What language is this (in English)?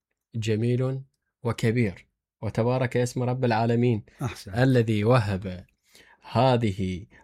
Mesopotamian Arabic